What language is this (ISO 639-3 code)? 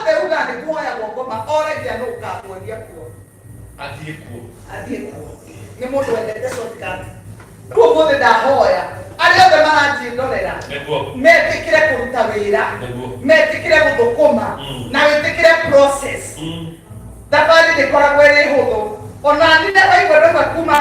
kik